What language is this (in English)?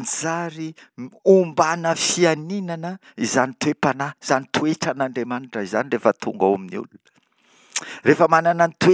Malagasy